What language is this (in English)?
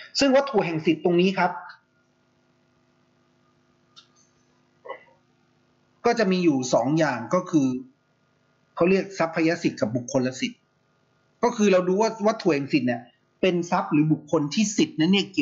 Thai